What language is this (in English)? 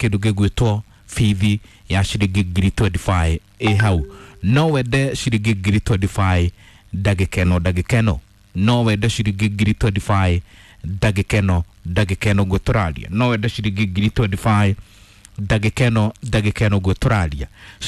Kikuyu